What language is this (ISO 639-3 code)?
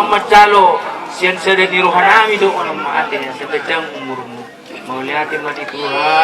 bbc